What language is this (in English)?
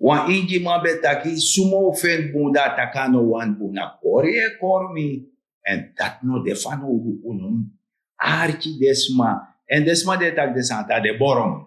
Sranan Tongo